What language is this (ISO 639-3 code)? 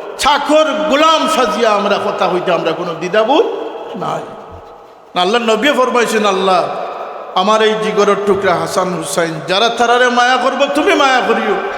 syl